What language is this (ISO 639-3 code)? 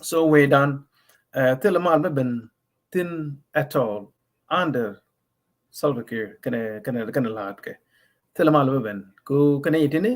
nus